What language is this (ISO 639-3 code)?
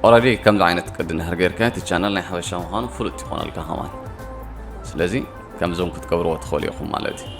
tir